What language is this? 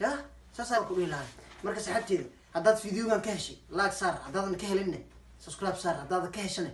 Somali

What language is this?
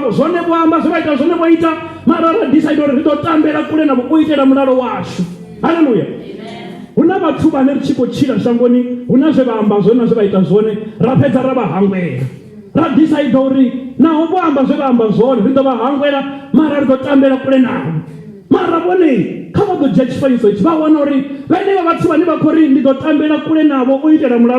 Venda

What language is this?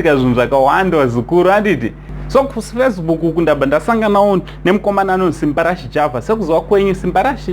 Shona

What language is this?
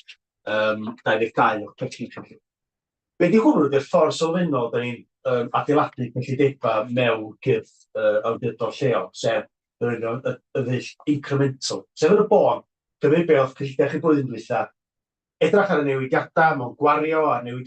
Welsh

